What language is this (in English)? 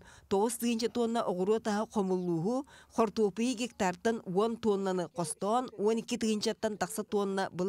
Yakut